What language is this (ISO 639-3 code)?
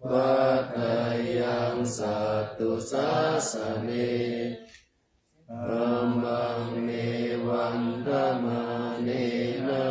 pli